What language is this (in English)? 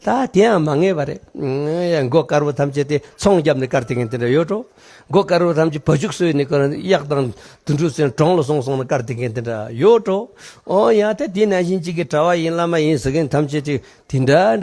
Tibetan